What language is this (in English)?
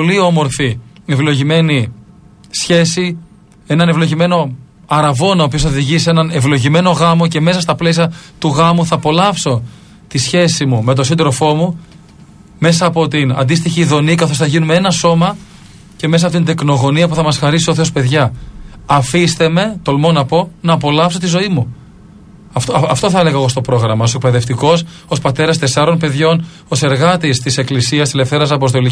Greek